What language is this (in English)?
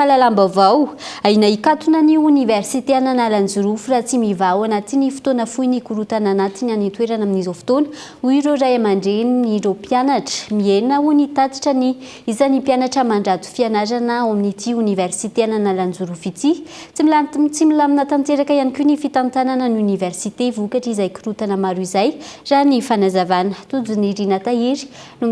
Malagasy